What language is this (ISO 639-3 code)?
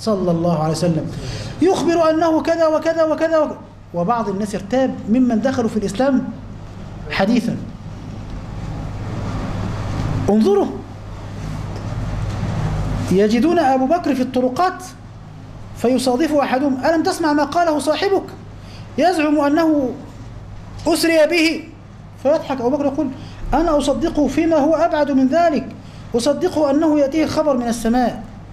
ara